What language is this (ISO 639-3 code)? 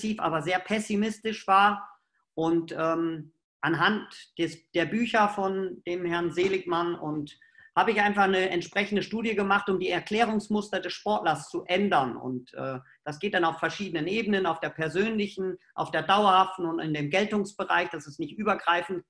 deu